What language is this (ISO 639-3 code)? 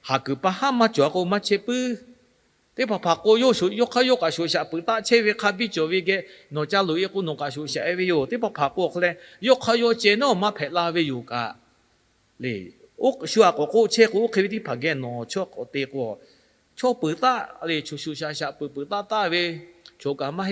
lhu